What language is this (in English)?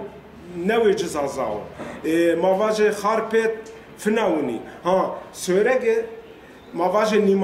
Zaza